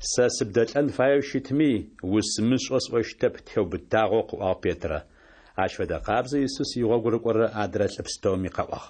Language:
Adyghe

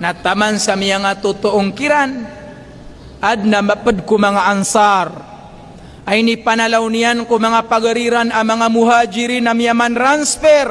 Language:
Maranao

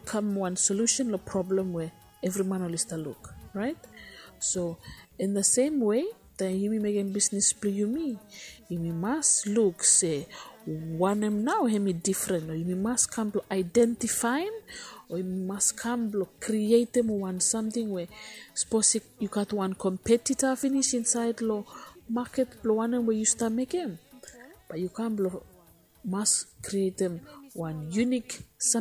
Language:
Bislama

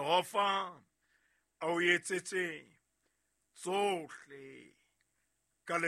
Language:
Southern Sotho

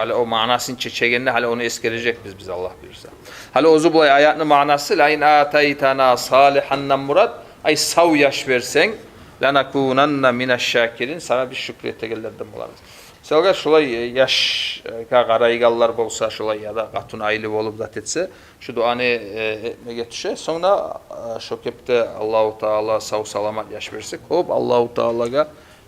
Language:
Kumyk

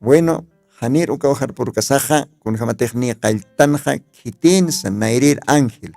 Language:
Aymara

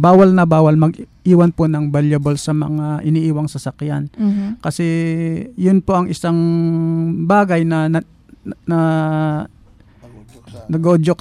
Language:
Filipino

